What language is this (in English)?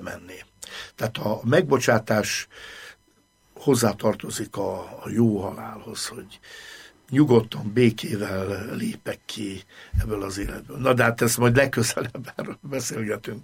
Hungarian